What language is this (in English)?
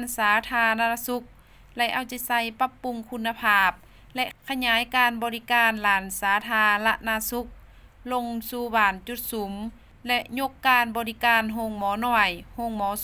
Lao